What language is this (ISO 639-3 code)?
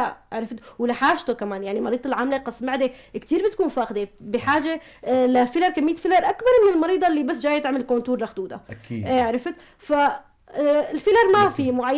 apc